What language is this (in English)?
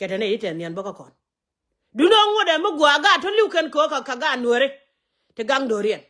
Nuer